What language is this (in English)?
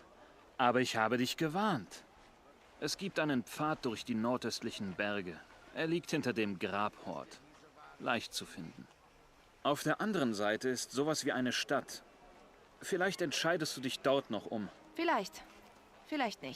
Bavarian